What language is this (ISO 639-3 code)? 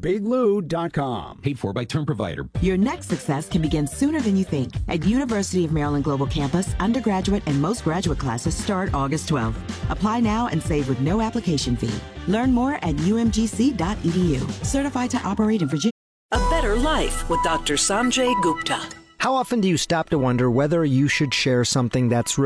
eng